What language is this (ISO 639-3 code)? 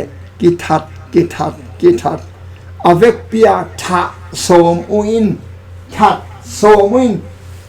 ctd